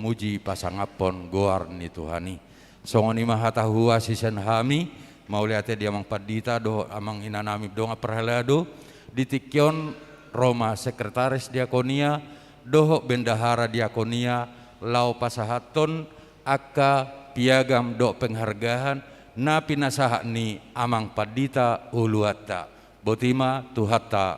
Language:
Batak Toba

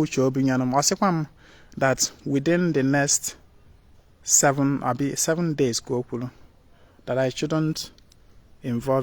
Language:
Igbo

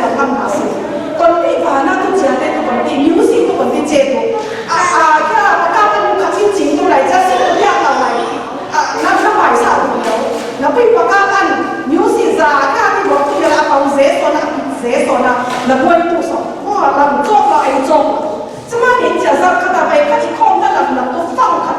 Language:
Falam Chin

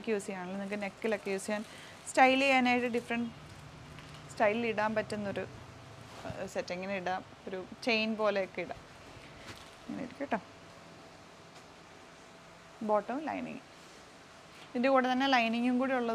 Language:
Malayalam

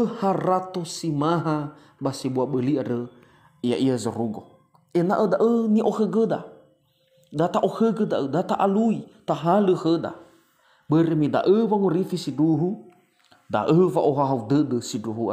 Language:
Nias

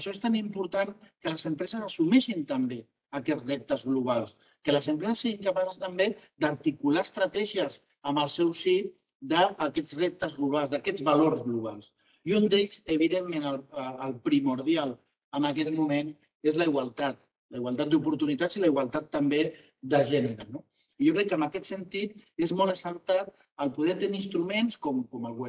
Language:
Catalan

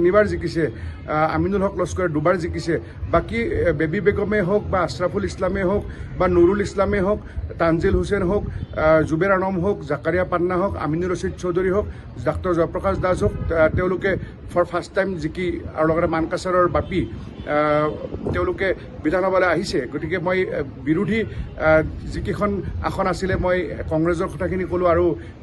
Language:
Assamese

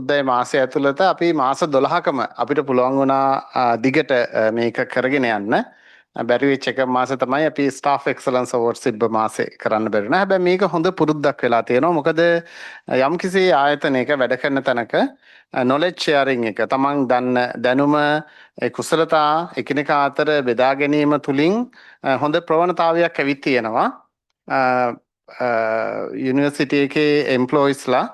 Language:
Sinhala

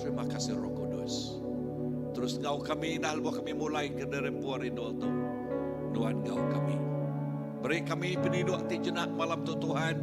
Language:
Iban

